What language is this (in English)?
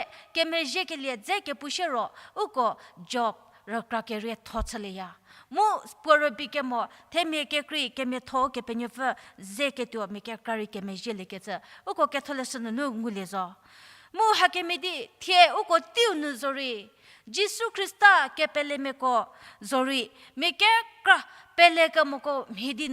Angami Naga